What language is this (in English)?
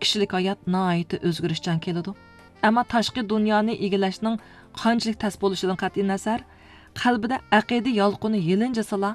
Uyghur